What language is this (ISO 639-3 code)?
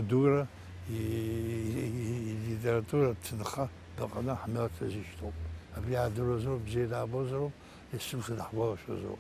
abk